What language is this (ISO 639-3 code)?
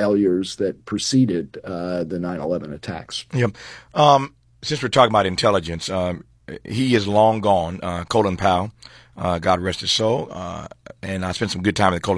eng